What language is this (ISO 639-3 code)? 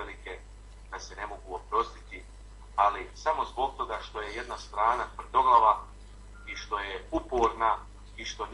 bos